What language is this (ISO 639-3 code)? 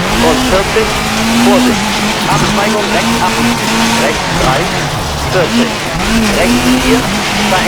bar